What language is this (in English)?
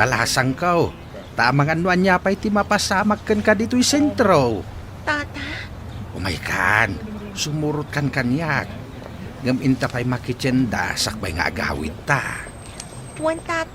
Iloko